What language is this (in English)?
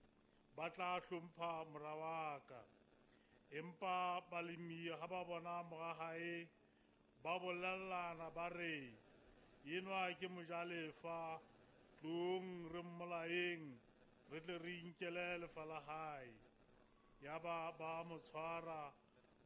Southern Sotho